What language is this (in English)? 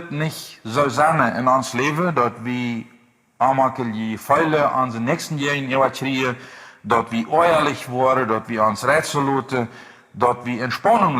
Plautdietsch